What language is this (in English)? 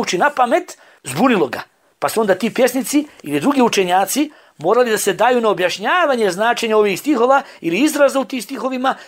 Bosnian